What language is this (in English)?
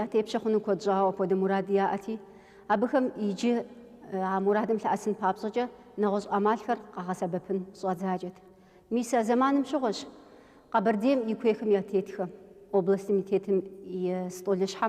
Kabardian